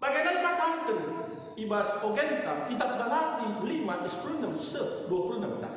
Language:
Batak Karo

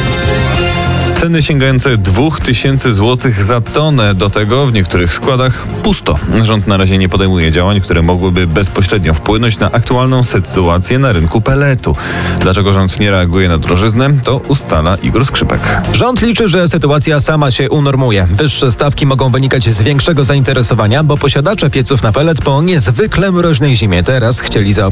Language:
Polish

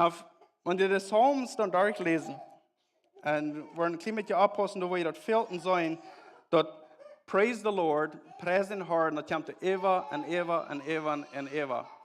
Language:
Plautdietsch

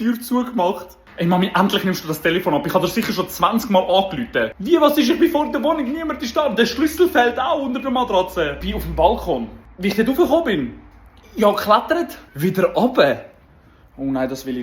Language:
Swiss German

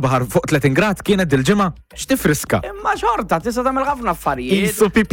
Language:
Maltese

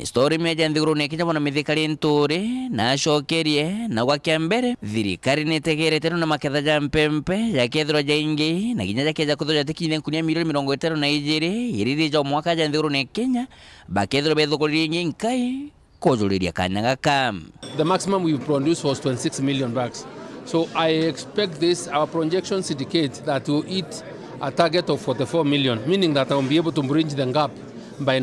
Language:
Meru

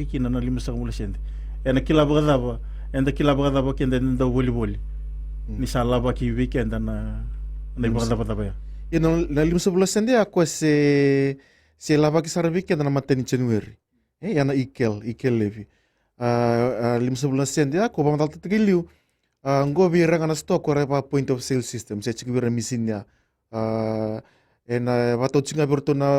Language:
Fijian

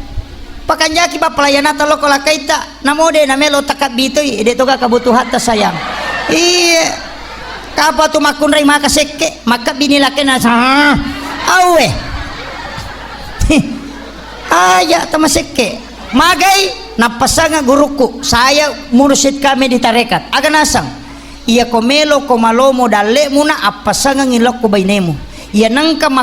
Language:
Buginese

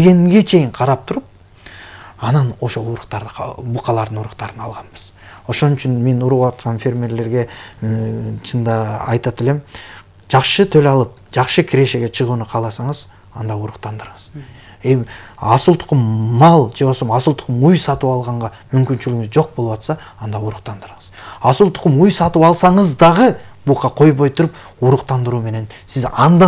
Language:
Kyrgyz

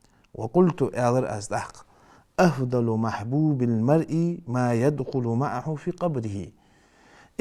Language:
Ingush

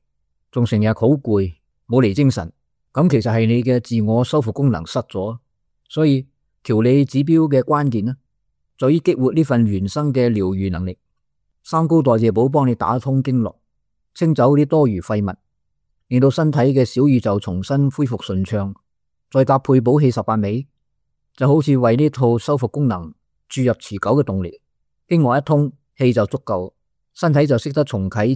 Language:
Cantonese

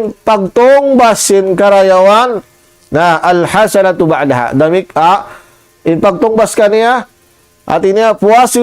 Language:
Tausug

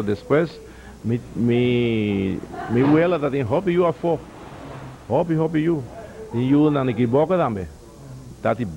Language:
Papiamento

